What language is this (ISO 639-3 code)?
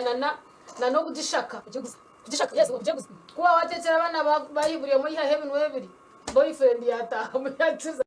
nyn